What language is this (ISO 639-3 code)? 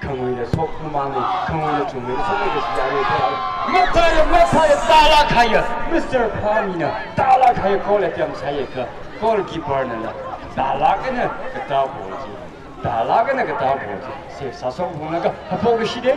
nmf